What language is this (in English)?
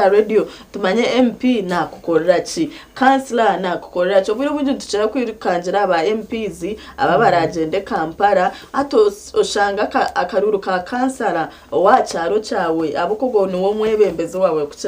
Nyankole